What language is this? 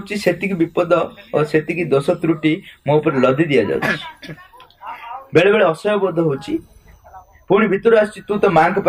Odia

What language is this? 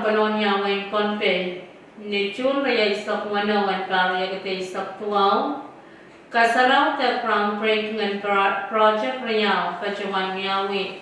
Pohnpeian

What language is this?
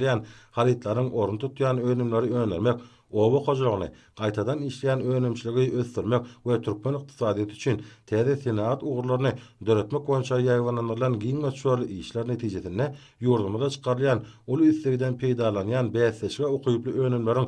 Turkmen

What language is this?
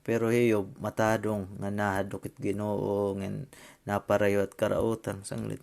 Waray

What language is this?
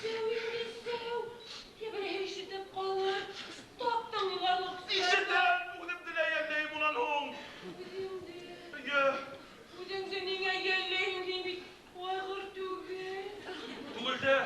Bashkir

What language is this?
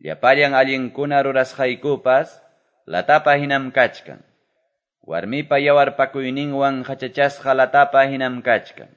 Quechua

